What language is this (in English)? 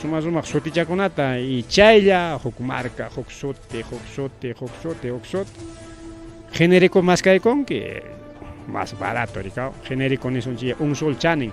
Ayacucho Quechua